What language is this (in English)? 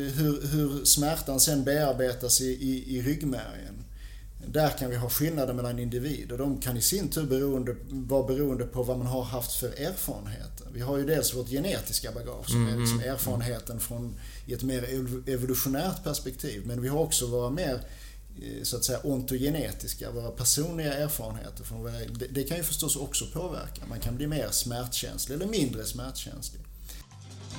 Swedish